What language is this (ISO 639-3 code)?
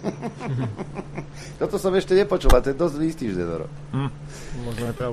slk